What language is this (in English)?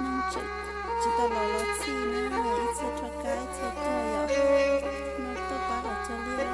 Hmong